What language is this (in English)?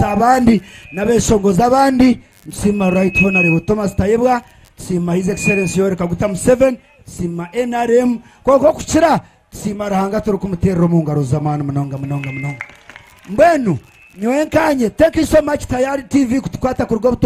Nyankole